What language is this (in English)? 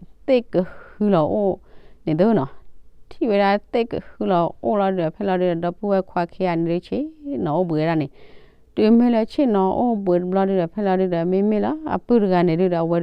S'gaw Karen